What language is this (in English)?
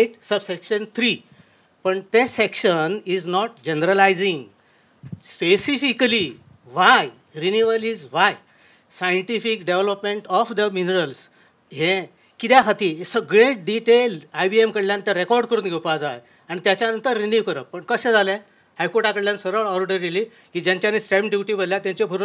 Konkani